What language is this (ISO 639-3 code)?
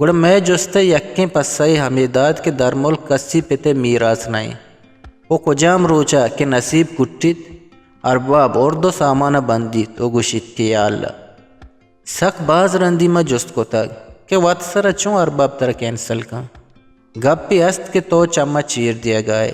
bgp